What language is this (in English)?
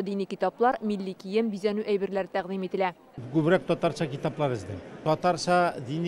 Tatar